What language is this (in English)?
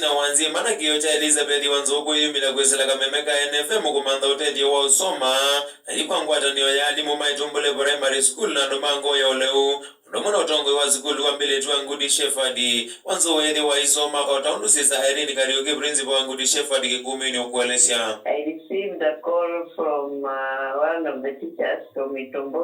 Kamba